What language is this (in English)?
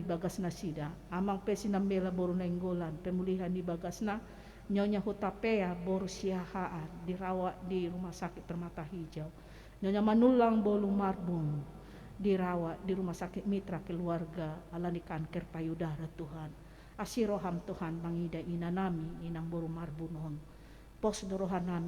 Batak Toba